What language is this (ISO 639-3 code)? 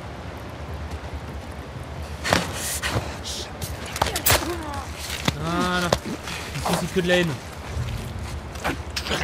fra